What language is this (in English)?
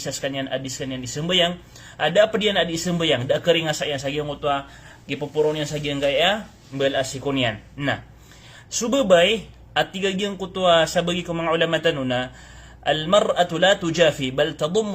Maranao